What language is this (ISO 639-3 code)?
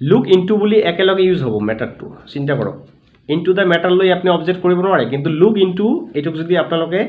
asm